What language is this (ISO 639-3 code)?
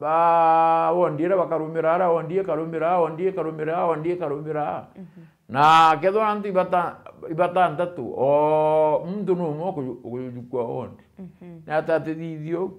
mer